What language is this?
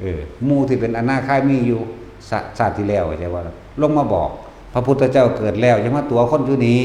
Northeastern Thai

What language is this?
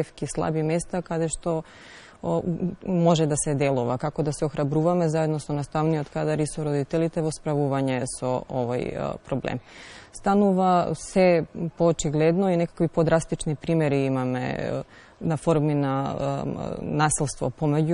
Macedonian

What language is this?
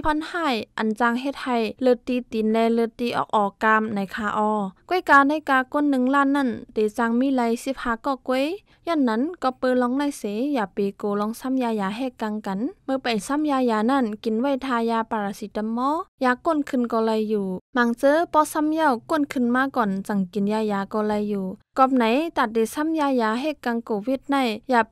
Shan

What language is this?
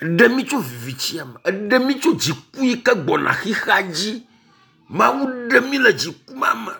Ewe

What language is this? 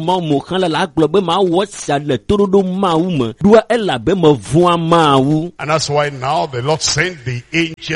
Ewe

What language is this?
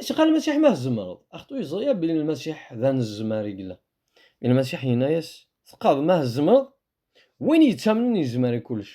Kabyle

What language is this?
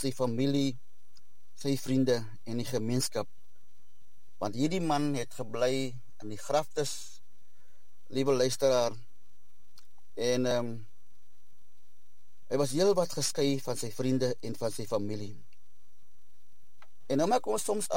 Afrikaans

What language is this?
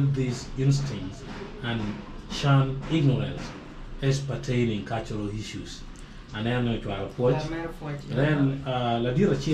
Acoli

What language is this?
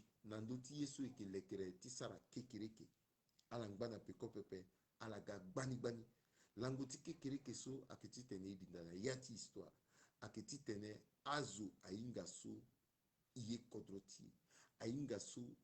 Sango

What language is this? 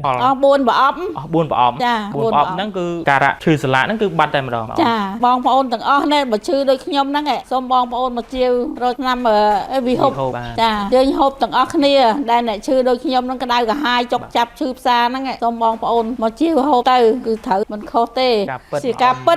Khmer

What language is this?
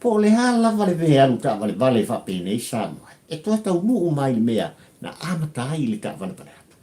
Samoan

